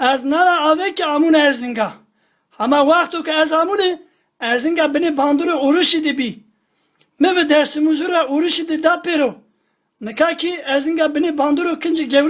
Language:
Zaza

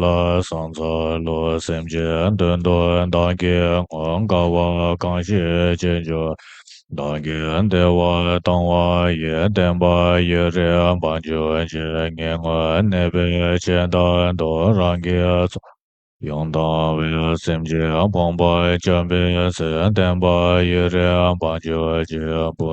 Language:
Tibetan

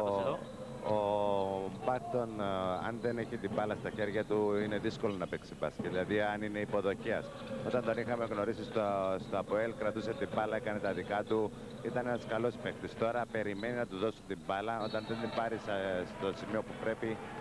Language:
Greek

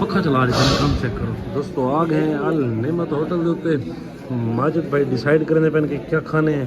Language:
Saraiki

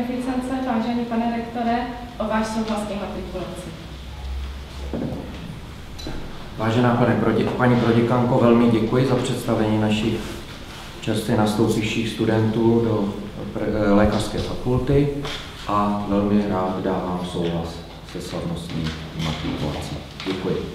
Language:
Czech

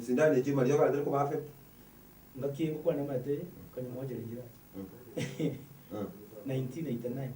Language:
Gusii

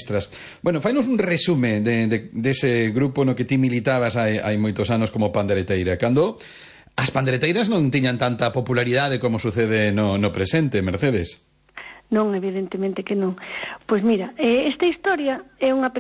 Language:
Galician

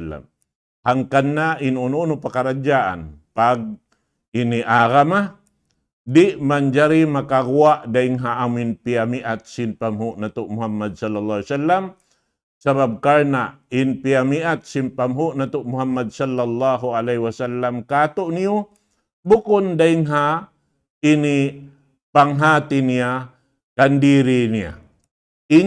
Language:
Tausug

